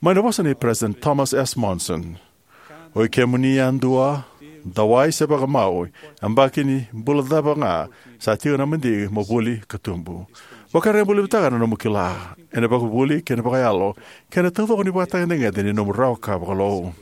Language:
Fijian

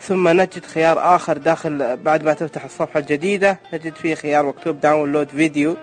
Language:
Najdi Arabic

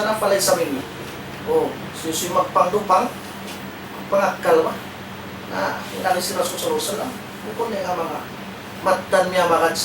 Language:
Tausug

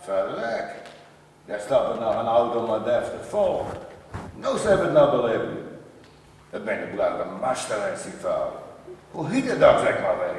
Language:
Western Frisian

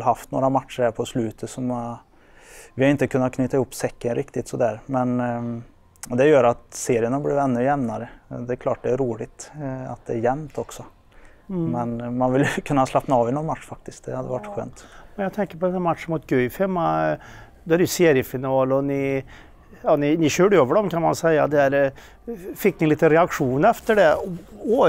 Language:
Swedish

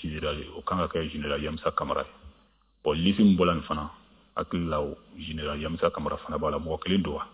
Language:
Bambara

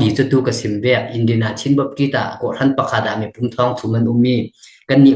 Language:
Falam Chin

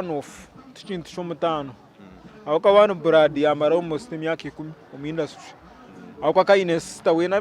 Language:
Nyankole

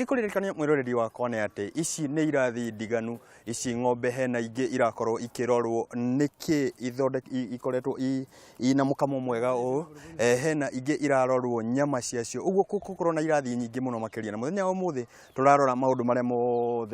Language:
Kikuyu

